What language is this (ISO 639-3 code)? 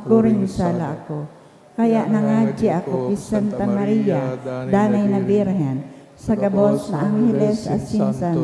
bik